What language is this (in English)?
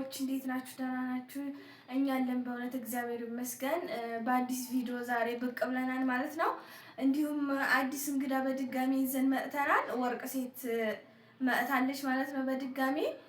Amharic